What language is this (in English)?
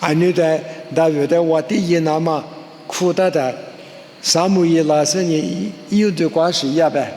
Lisu